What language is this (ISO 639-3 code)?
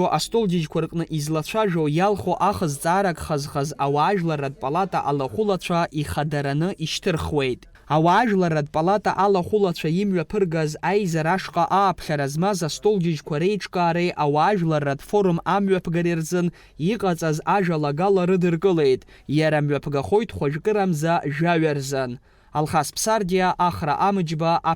abk